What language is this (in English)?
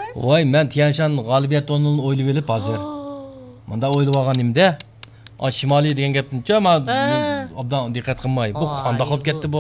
Uyghur